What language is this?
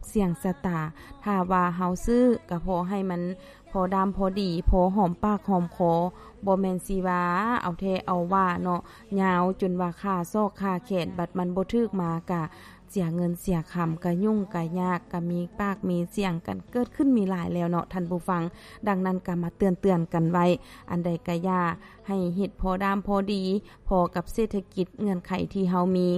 Lao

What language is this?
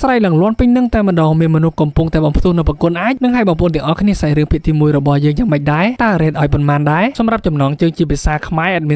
Khmer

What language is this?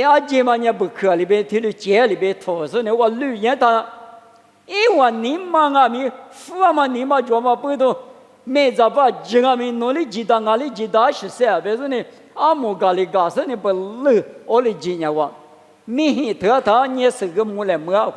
Lisu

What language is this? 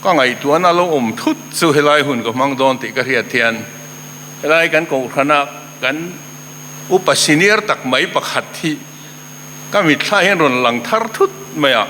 Mizo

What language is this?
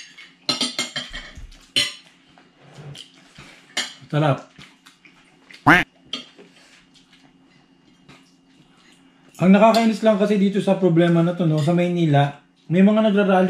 Filipino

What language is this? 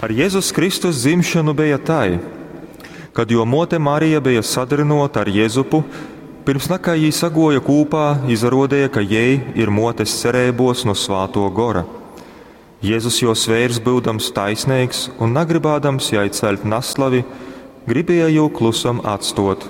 Latgalian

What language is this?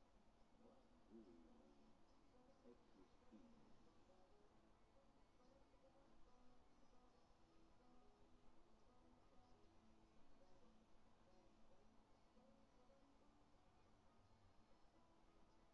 English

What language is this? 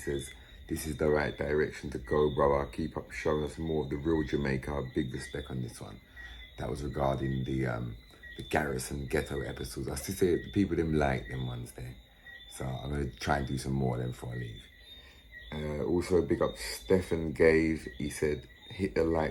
Jamaican Creole English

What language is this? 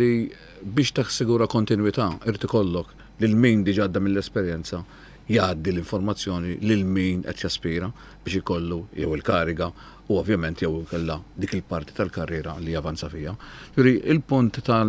Maltese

